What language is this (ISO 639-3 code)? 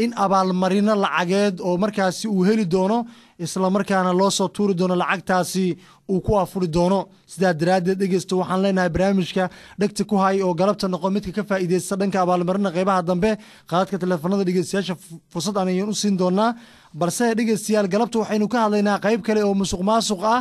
som